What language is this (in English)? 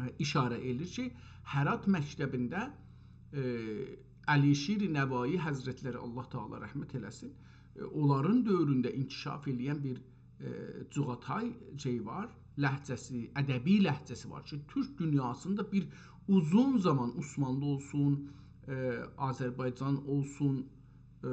South Azerbaijani